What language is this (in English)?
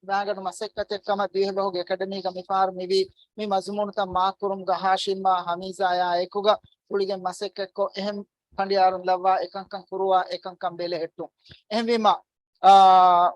Divehi